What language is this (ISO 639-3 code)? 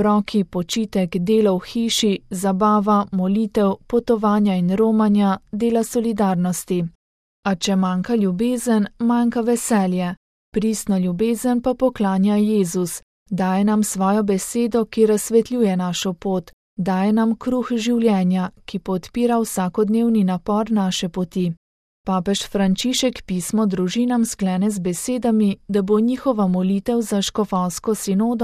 slv